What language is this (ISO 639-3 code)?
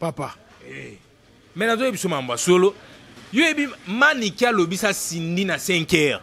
lin